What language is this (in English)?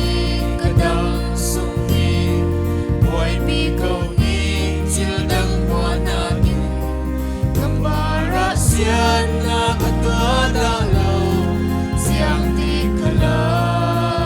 Falam Chin